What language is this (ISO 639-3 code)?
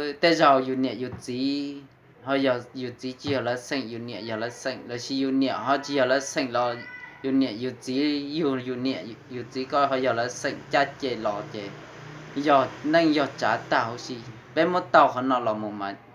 hmn